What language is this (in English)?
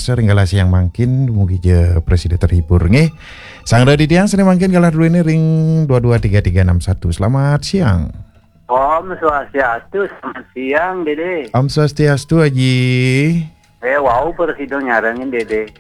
Balinese